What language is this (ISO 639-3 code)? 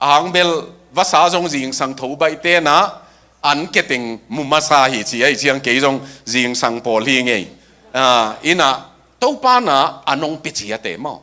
ctd